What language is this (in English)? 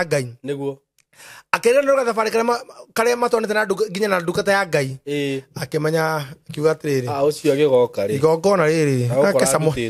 Kikuyu